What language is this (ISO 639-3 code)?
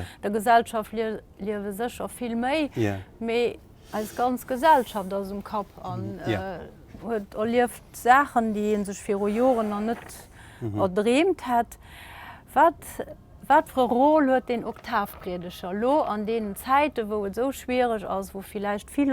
ltz